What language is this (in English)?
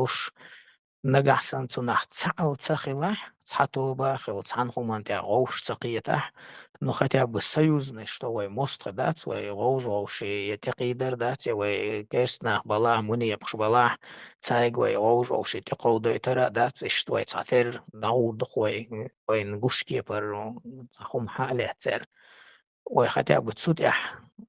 Chechen